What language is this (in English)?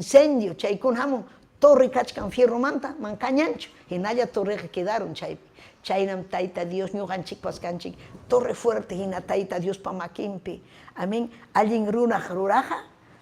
Ayacucho Quechua